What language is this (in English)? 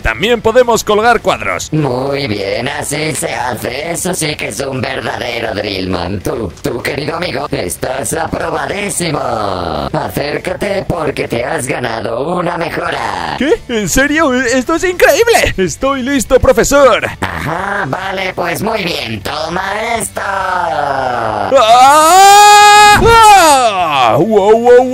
Spanish